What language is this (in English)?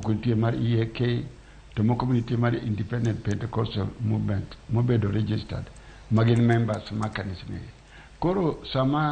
Luo (Kenya and Tanzania)